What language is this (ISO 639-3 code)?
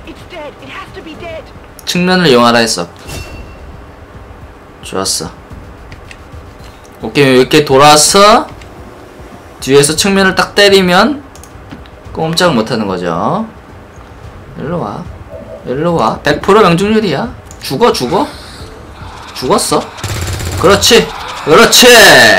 kor